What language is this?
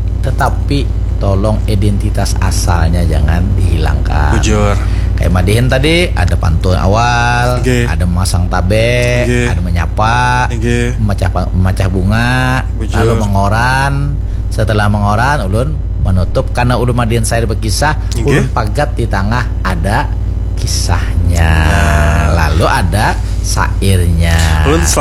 Banjar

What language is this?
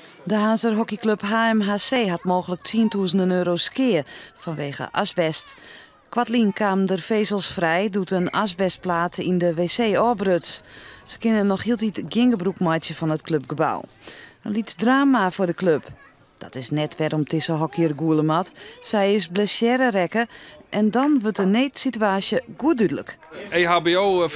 Western Frisian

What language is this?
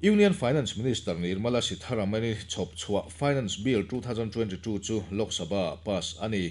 Mizo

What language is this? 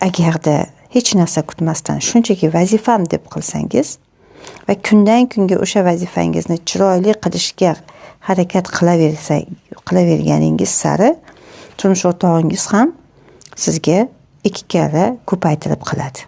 Uzbek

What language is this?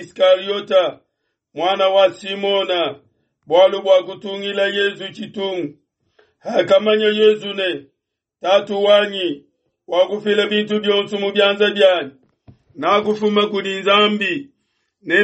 Luba-Lulua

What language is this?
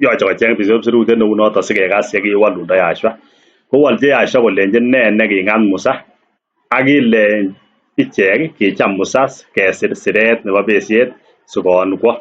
Kalenjin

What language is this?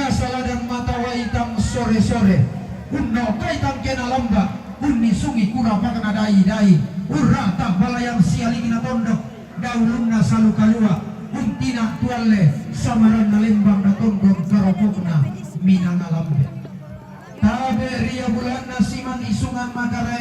Toraja-Sa'dan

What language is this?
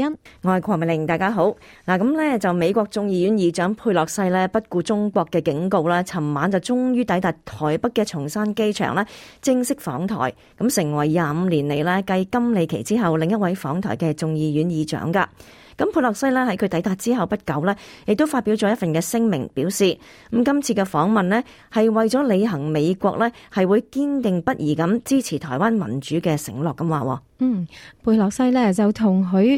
Cantonese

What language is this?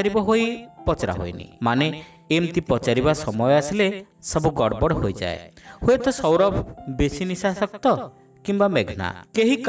Odia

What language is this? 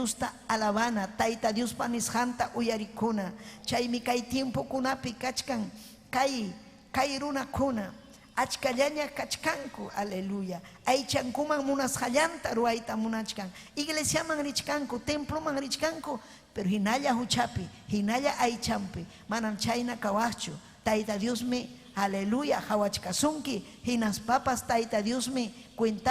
Ayacucho Quechua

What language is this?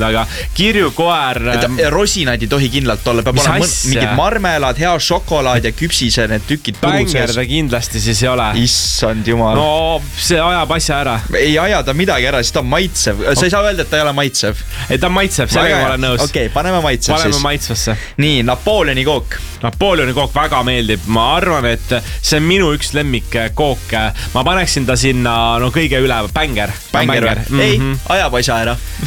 Estonian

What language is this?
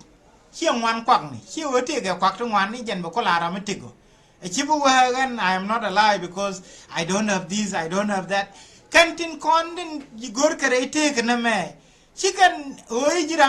Nuer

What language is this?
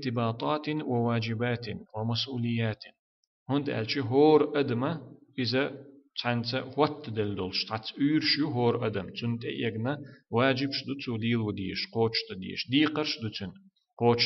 Chechen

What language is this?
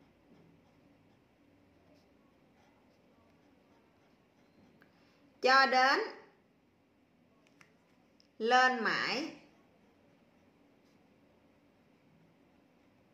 Vietnamese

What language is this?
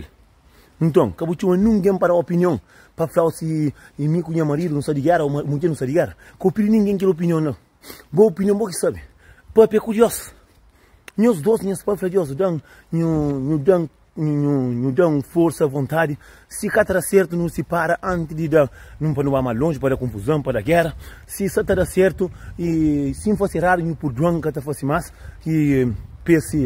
Kabuverdianu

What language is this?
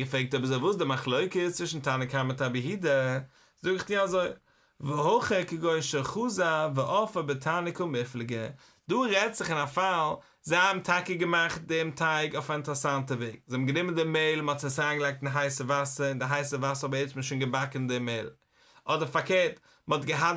Yiddish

